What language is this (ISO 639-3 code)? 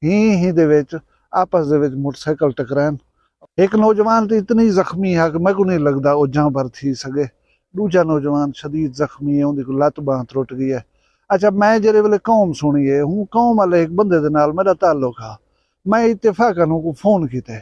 skr